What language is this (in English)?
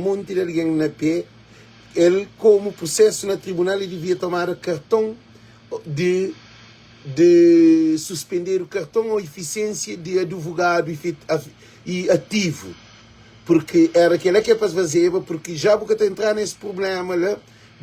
Kabuverdianu